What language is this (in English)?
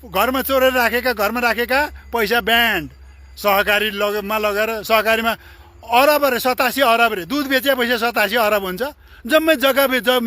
Nepali